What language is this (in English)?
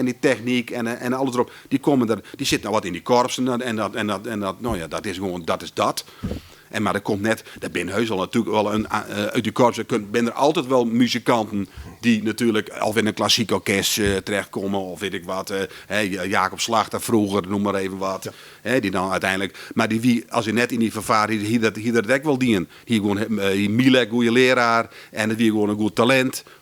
Western Frisian